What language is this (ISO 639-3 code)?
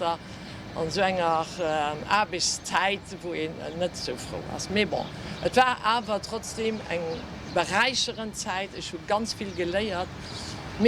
ltz